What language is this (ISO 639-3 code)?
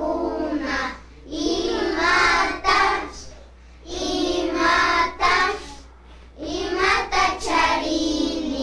qvi